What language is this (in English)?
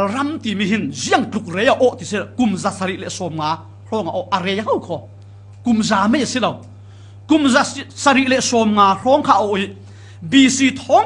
Falam Chin